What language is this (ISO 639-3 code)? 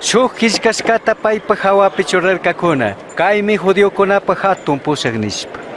qug